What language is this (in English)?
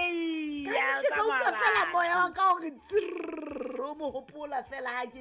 Southern Sotho